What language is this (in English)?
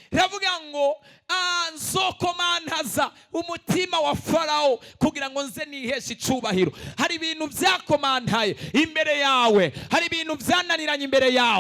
Rundi